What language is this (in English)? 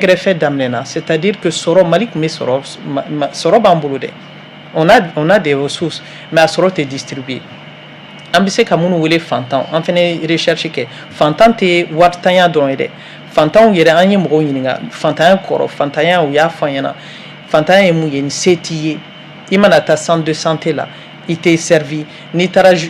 Bambara